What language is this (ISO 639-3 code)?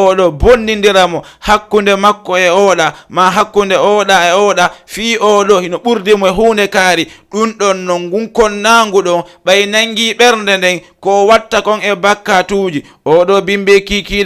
ful